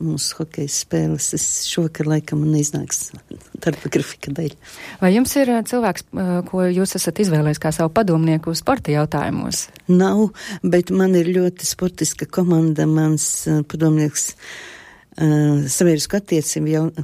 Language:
Latvian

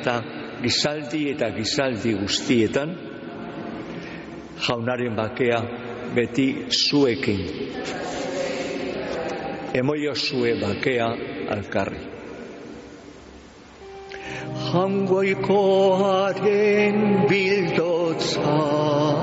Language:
Basque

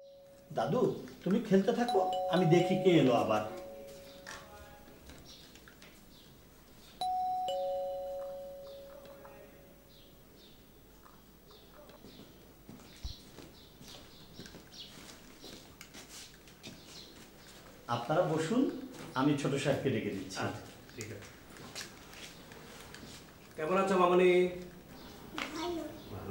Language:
Bangla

